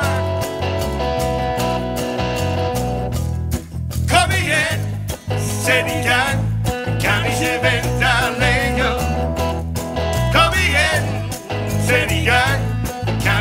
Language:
Norwegian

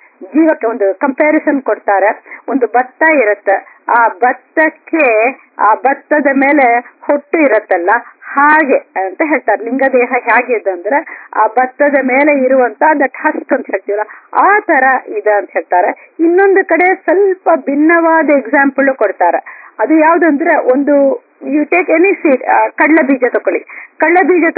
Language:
Kannada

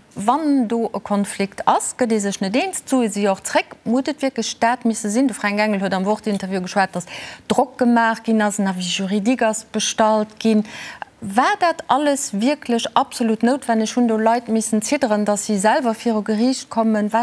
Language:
Luxembourgish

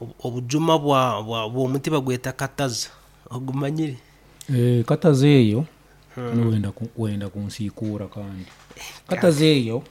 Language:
Nyoro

